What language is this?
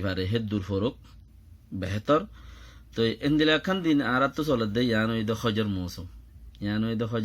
Rohingya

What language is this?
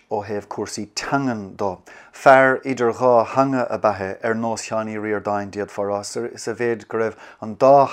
Irish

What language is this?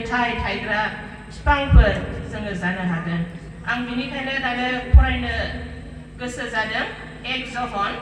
Bodo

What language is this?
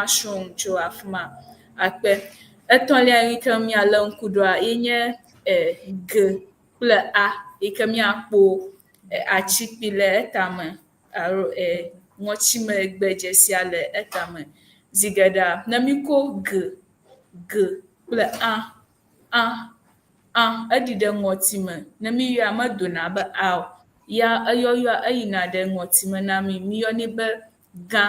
Ewe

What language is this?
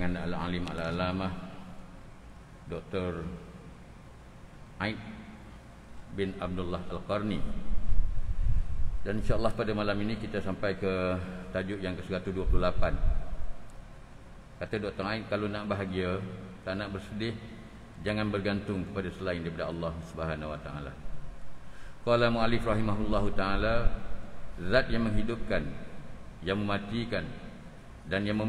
Malay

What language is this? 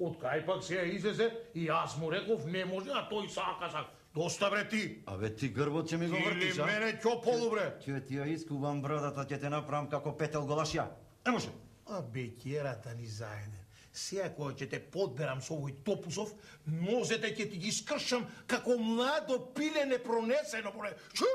Macedonian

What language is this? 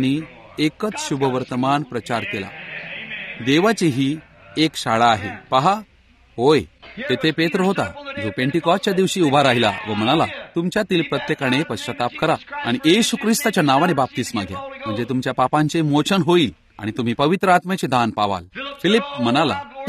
Marathi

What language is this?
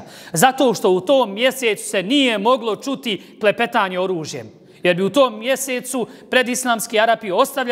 Bosnian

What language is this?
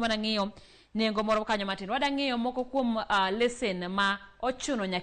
Luo (Kenya and Tanzania)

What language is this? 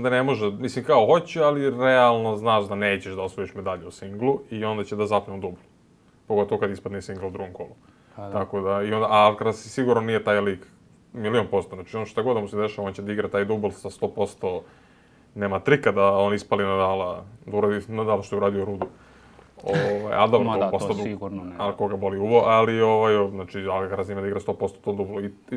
Serbian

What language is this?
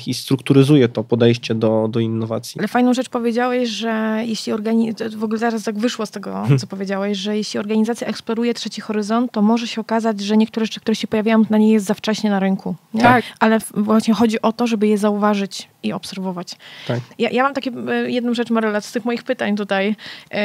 Polish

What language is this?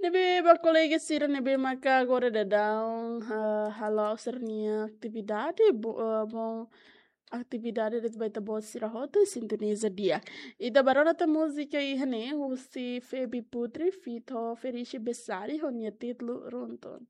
Tetum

